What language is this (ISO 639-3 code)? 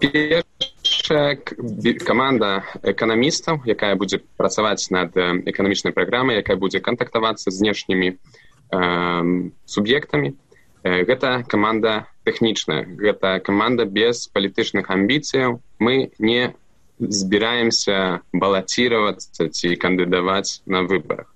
bel